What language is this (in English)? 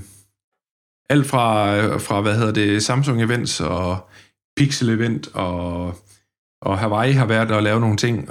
Danish